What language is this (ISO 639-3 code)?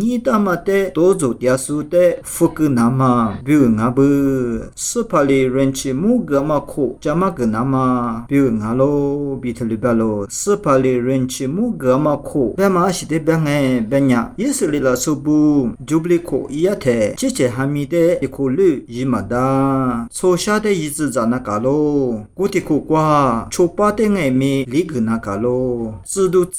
lis